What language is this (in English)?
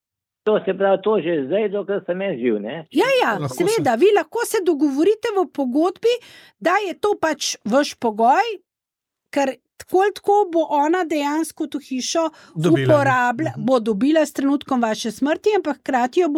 Slovenian